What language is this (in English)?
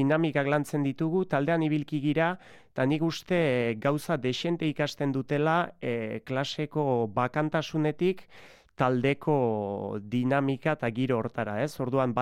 Basque